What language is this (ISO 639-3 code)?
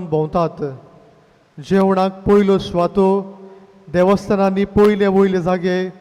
kok